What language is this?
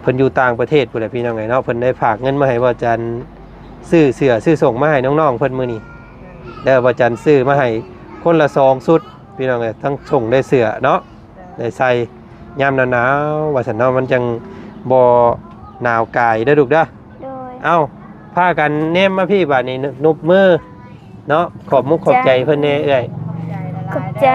Lao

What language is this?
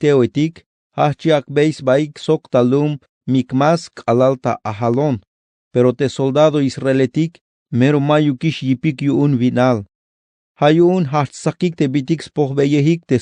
Tzeltal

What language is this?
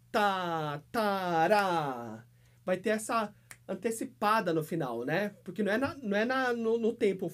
Portuguese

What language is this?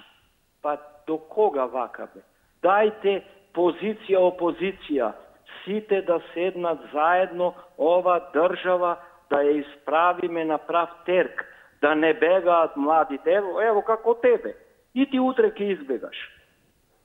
Macedonian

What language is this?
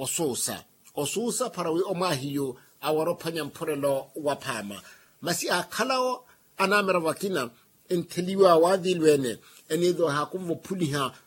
Makhuwa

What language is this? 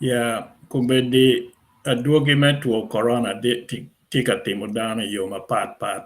Acoli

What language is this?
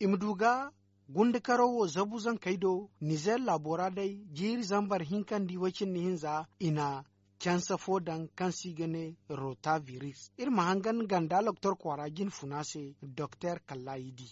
Zarma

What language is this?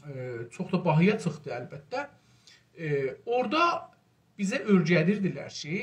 South Azerbaijani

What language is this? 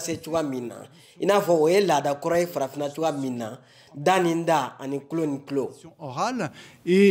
Bambara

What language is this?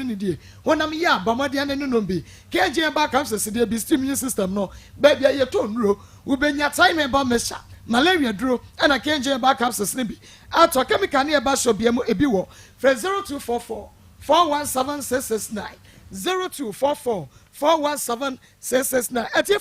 Akan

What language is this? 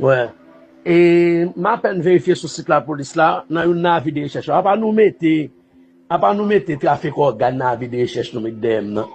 Haitian Creole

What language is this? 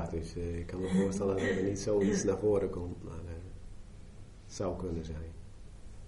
Dutch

